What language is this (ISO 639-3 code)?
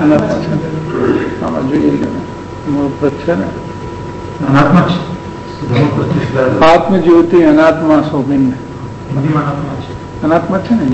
guj